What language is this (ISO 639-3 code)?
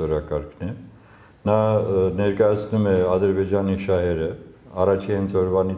hye